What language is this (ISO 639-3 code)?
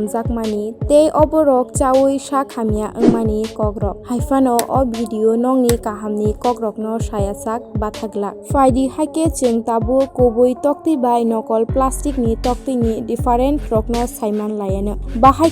trp